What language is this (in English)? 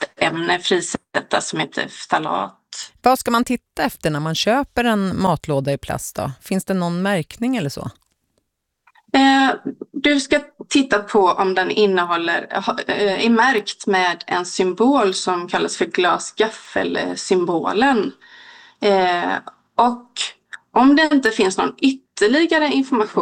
Swedish